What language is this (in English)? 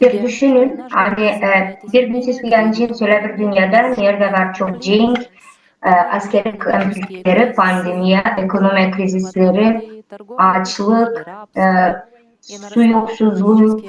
Gagauz